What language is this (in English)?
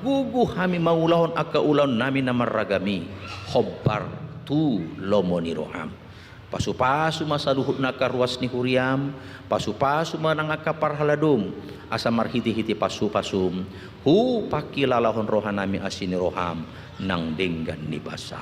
Batak Toba